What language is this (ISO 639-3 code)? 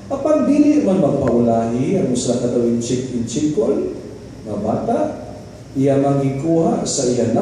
ceb